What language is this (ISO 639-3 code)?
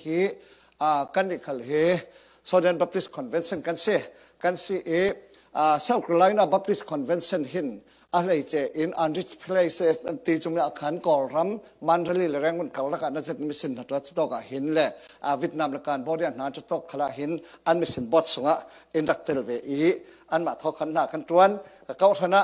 cfm